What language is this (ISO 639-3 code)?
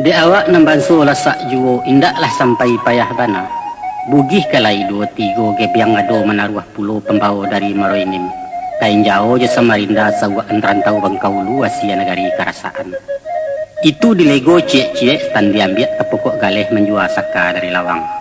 min